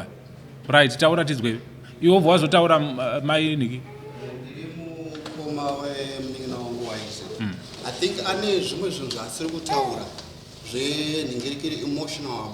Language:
Shona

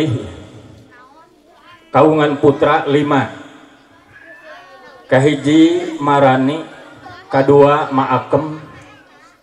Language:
Sundanese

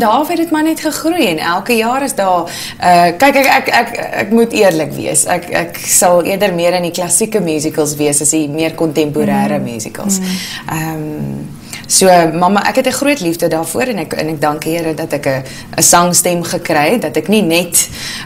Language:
Afrikaans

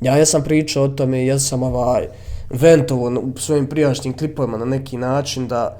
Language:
Bosnian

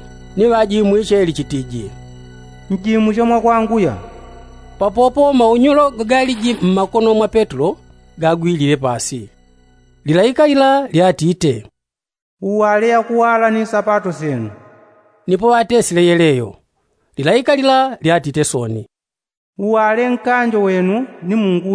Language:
Yao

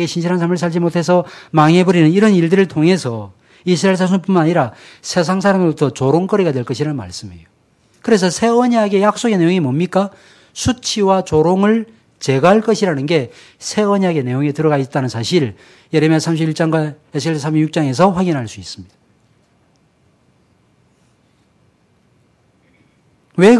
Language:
Korean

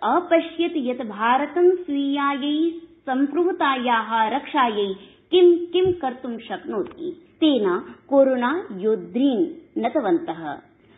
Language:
Sanskrit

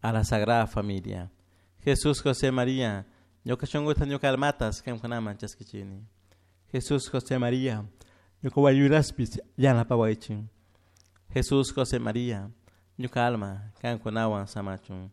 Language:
Chimborazo Highland Quichua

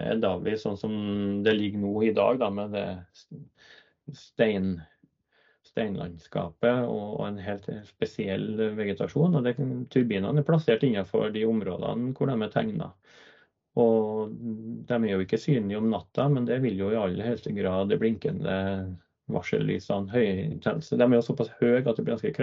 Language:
Norwegian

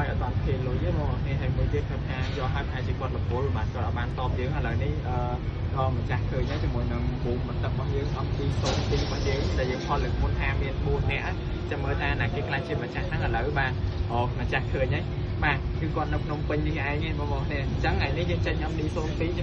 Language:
Khmer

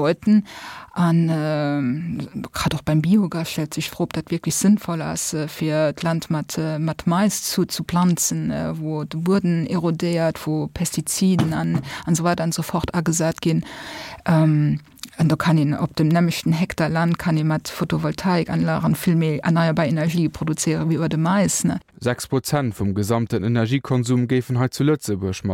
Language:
Luxembourgish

